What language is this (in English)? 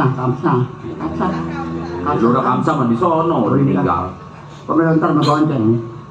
Betawi